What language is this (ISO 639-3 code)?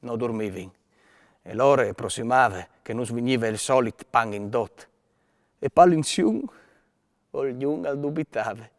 fur